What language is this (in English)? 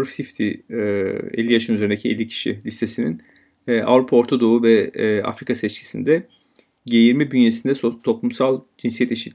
Turkish